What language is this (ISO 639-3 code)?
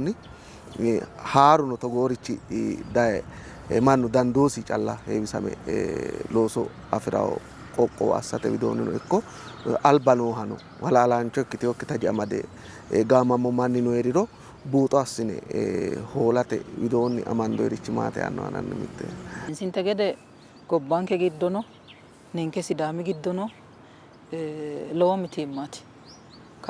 sid